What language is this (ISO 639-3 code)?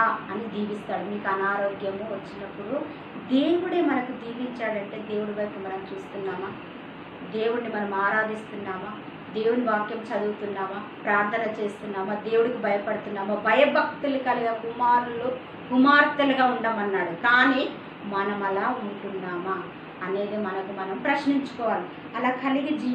tel